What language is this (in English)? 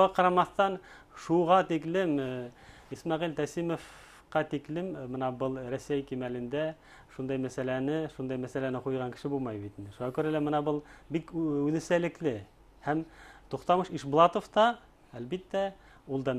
Bashkir